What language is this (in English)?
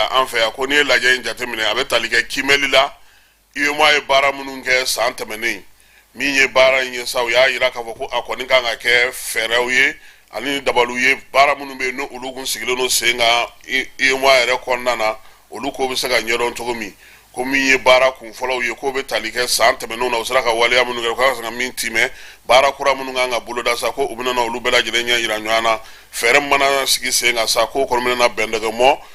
Bambara